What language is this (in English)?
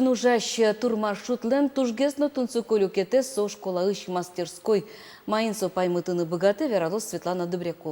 Udmurt